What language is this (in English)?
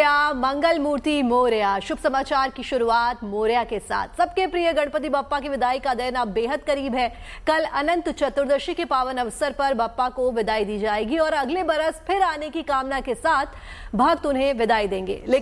Hindi